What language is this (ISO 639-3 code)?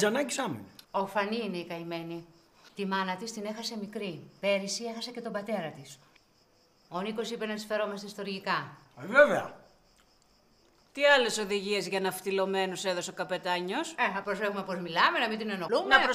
ell